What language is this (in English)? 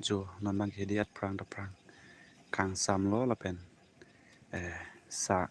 Karbi